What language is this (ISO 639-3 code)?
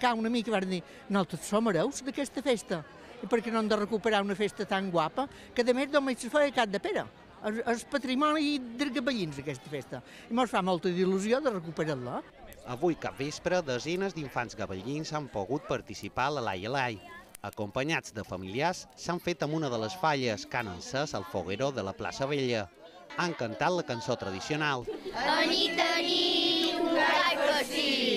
cat